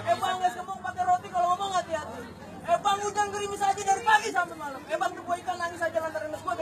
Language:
Betawi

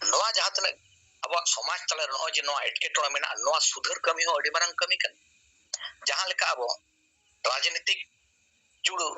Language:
Santali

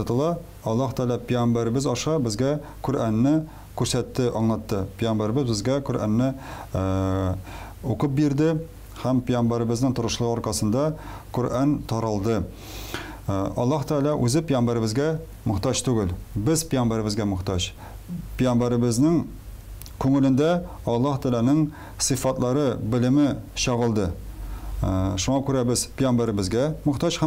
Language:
Tatar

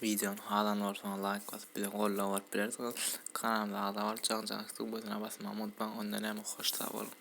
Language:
Turkmen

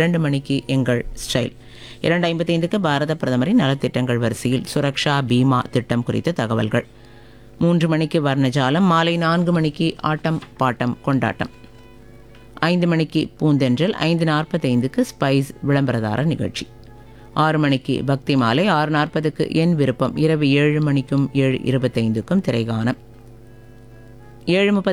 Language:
Tamil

